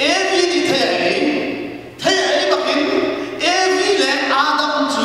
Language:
Hakha Chin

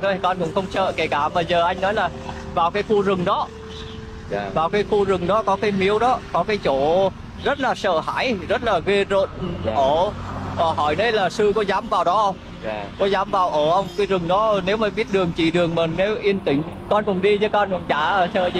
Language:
Vietnamese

